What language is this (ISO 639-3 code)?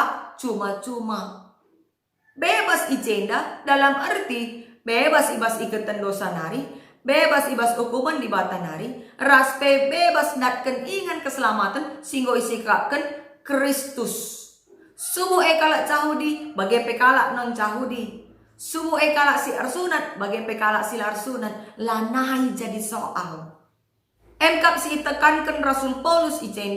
btx